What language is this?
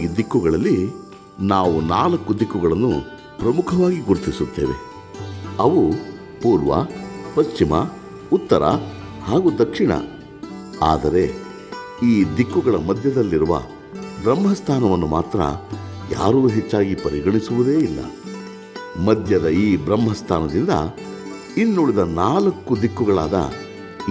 Kannada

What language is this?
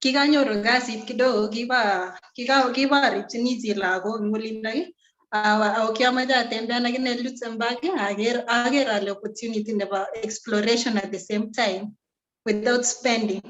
Kalenjin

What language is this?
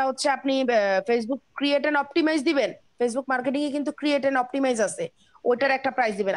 Bangla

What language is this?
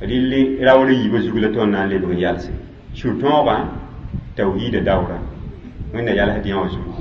Mossi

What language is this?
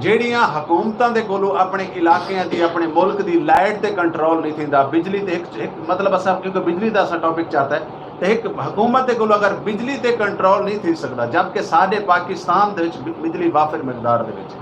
Saraiki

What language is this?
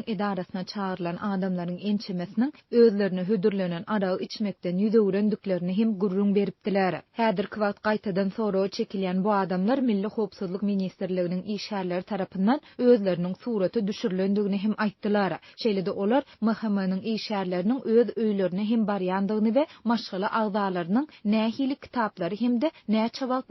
Turkmen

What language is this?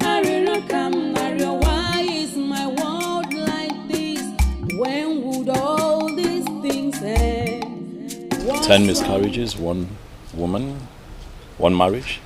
Nigerian Pidgin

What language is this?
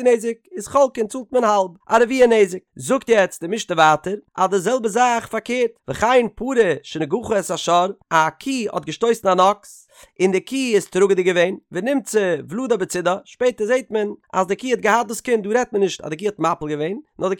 Yiddish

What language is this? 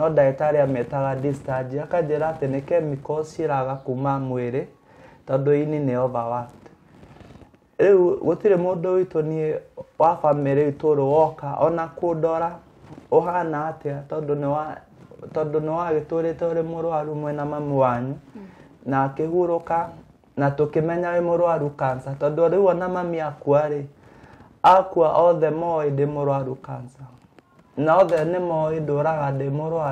Kikuyu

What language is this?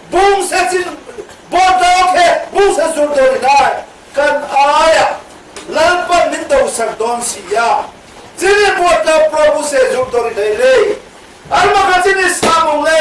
Riang (India)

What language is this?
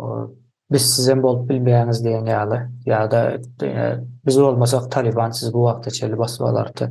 Turkmen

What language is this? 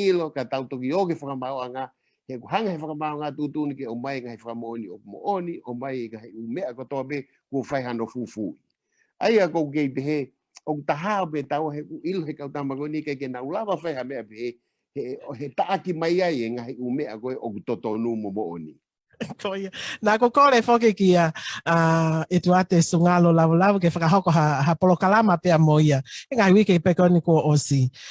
Tongan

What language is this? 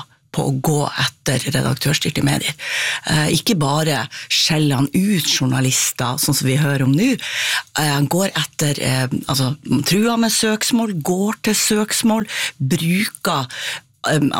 Norwegian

